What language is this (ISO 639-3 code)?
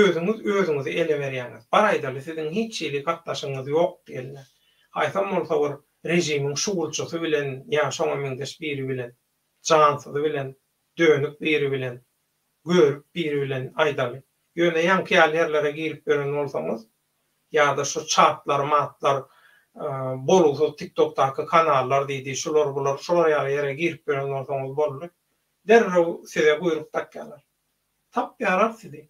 tuk